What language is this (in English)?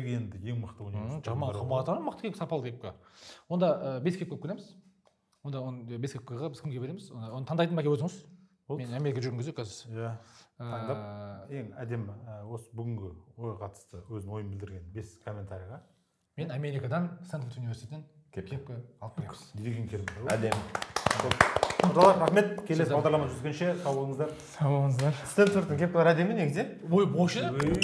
Kazakh